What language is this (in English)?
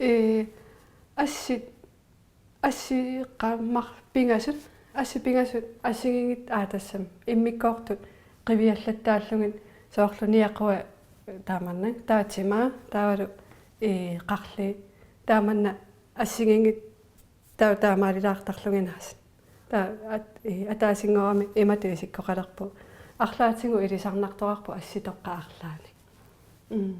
Kalaallisut